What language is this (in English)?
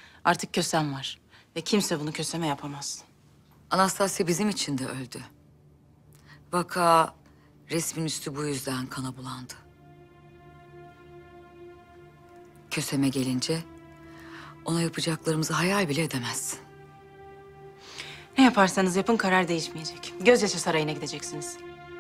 Turkish